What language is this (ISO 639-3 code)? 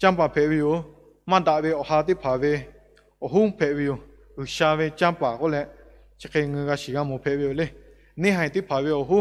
lhu